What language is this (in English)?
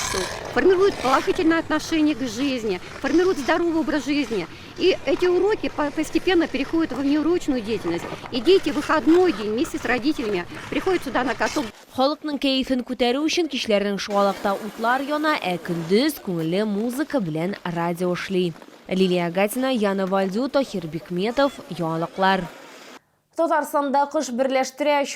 Tatar